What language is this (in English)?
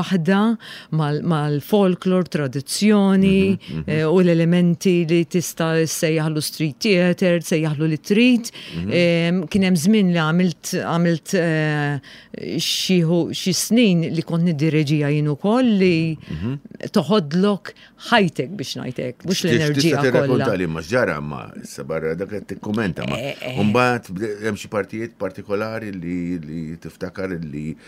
Maltese